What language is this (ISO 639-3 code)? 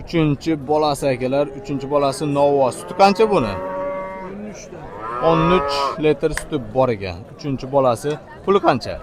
uzb